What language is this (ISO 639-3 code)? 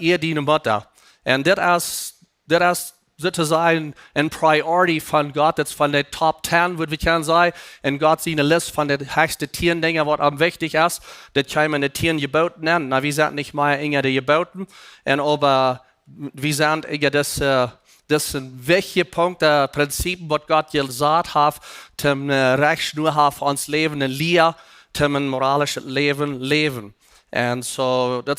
pdt